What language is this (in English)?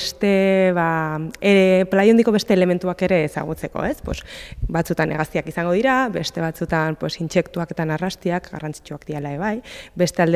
Basque